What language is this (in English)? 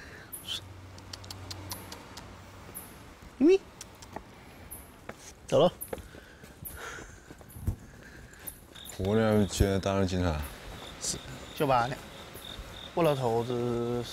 Chinese